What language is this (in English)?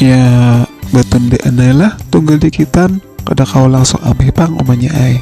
Banjar